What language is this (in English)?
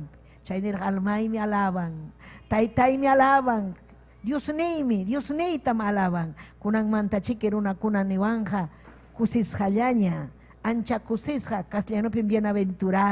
Ayacucho Quechua